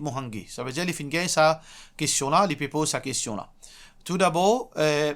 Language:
Morisyen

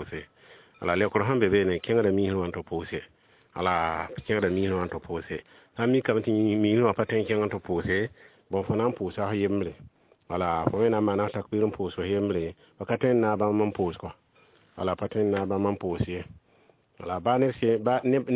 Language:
Mossi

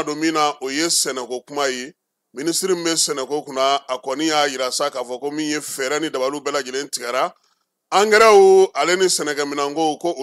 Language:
Bambara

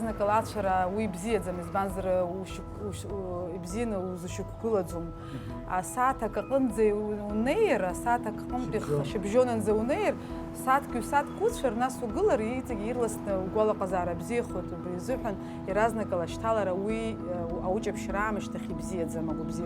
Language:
Abkhazian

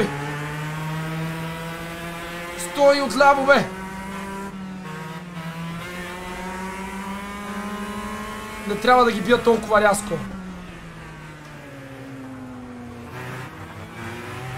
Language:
Bulgarian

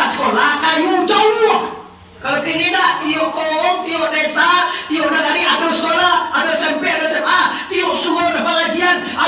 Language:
Minangkabau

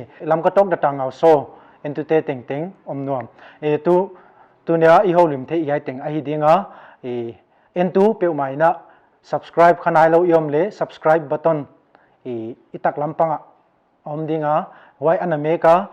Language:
Paite Chin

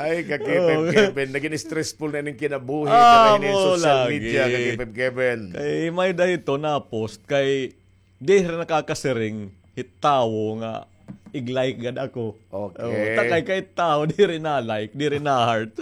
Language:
Waray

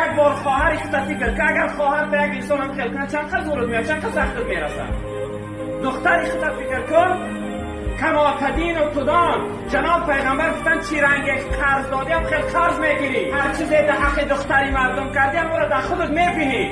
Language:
Tajik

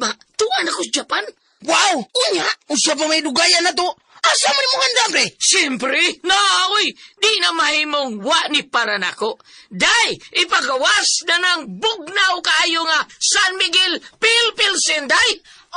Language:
Cebuano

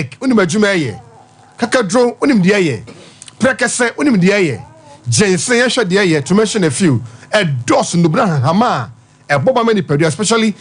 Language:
Akan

